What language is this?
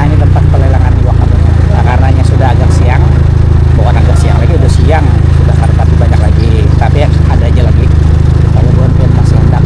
Banjar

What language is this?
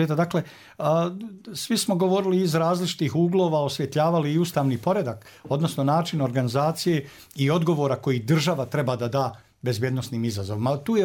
Bosnian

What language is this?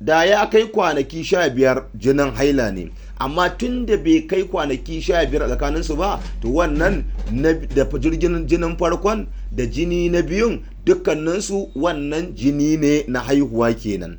Hausa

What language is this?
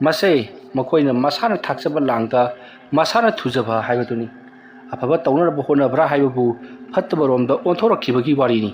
Manipuri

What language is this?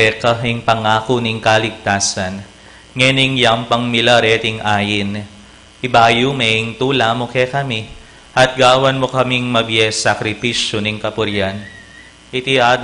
Pampanga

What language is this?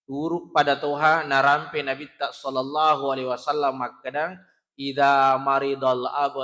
Buginese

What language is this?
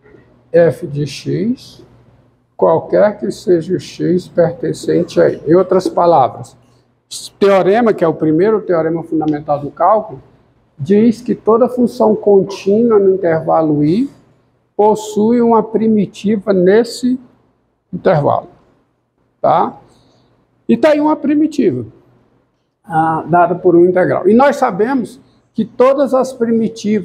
Portuguese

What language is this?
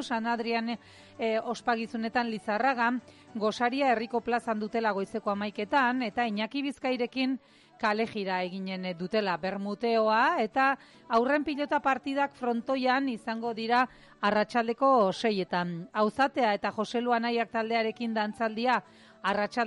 Basque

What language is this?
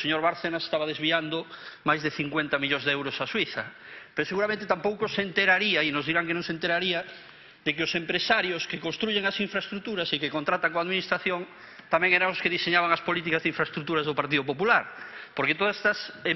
Galician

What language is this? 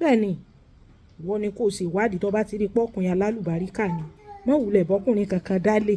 Yoruba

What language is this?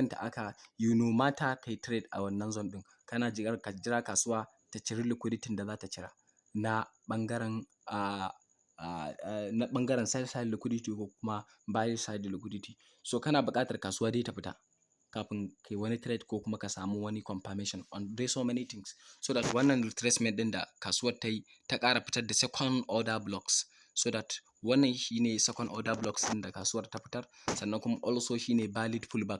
Hausa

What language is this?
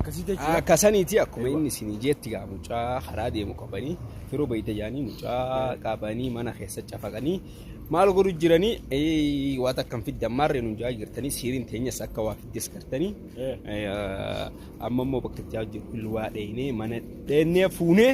Oromo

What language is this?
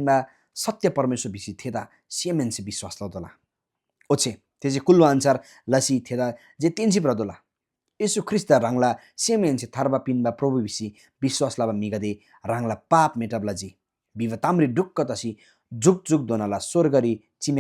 Eastern Tamang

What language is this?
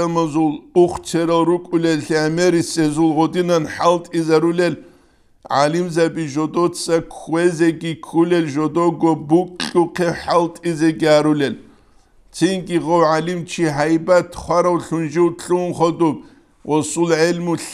Avaric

